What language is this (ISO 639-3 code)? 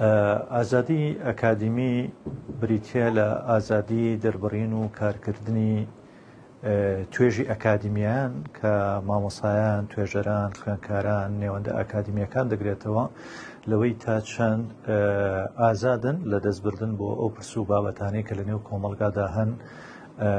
ckb